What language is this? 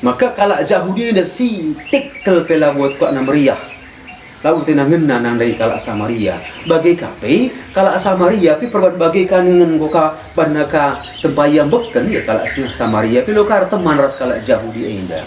Batak Karo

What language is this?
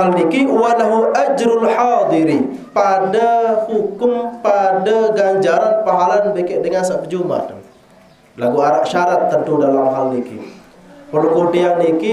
Sasak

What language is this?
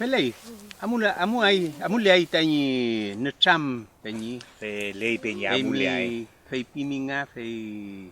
Mapuche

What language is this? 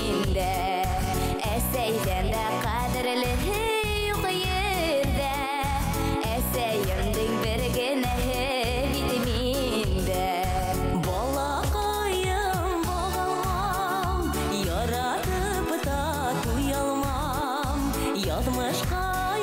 Bashkir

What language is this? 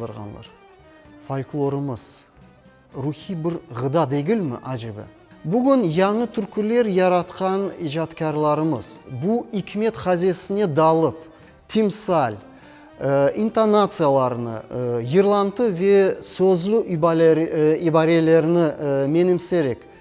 Crimean Tatar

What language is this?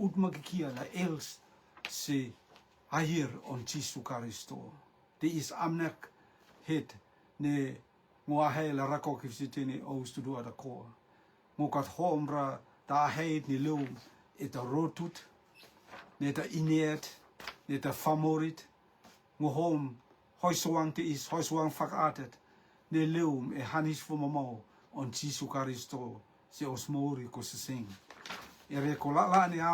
Rotuman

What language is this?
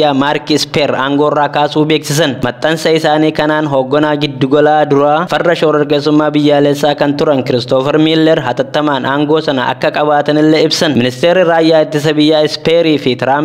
Oromo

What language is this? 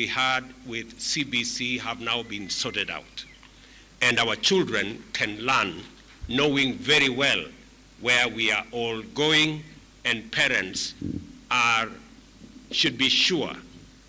Kamba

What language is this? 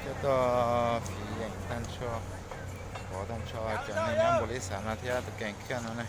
Hmong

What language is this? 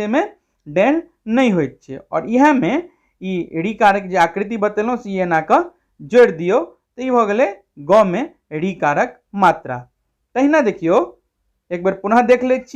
Maithili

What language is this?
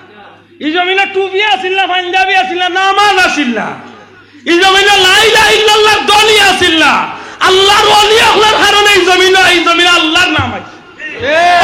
Sylheti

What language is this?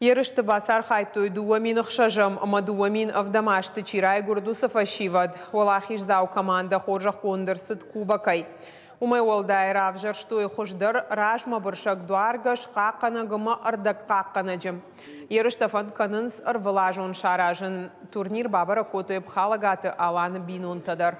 Ossetic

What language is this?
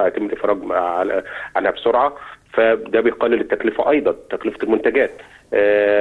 Egyptian Arabic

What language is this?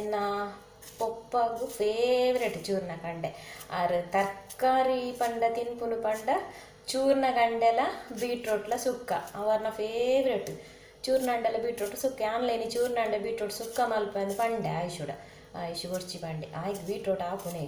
Tulu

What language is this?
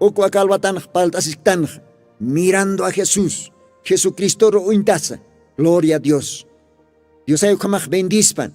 Aymara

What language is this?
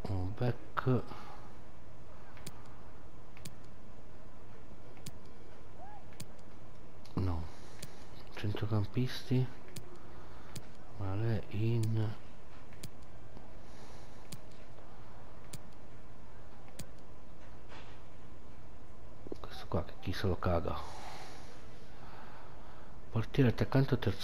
Italian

